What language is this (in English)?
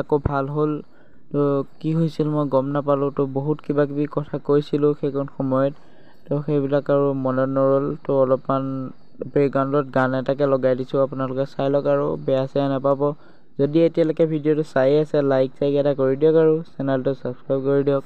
Assamese